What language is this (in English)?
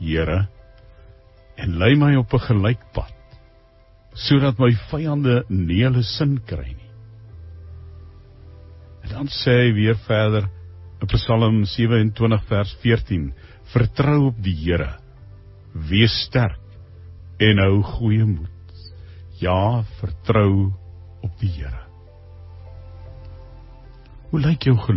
Afrikaans